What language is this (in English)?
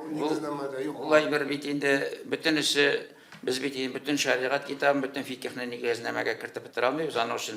Tatar